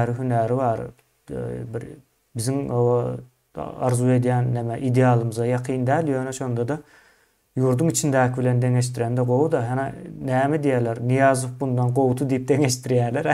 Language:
Turkmen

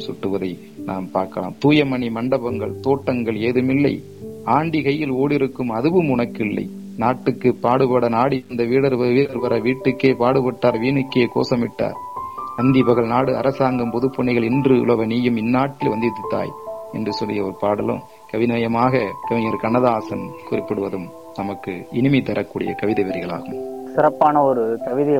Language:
Tamil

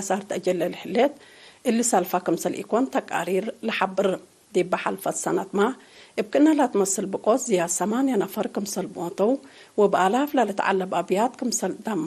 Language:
Tigre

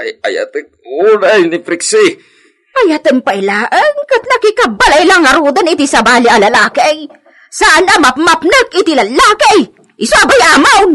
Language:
Iloko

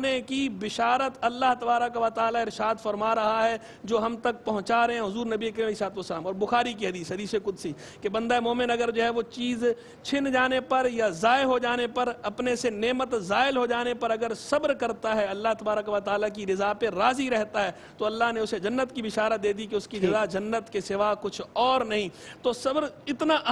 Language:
Urdu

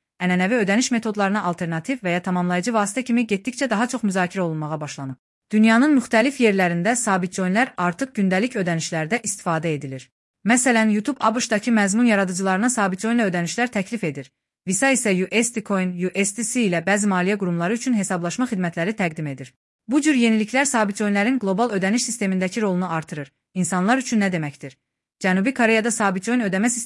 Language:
Azerbaijani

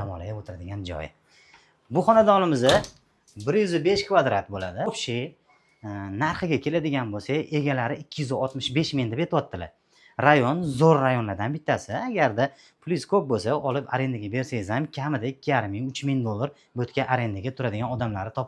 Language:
Uzbek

